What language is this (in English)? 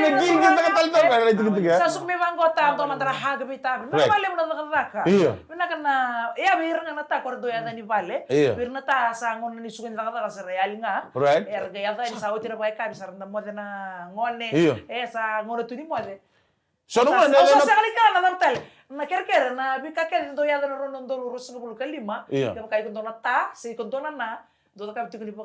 Fijian